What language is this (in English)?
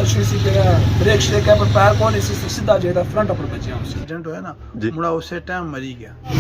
Pahari-Potwari